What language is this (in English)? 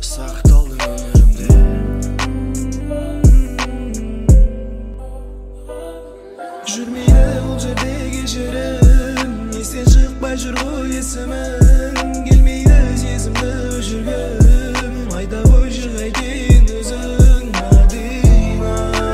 Kazakh